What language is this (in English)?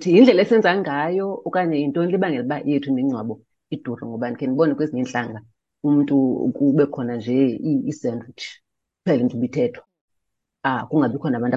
Xhosa